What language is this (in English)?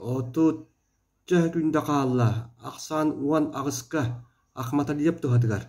Yakut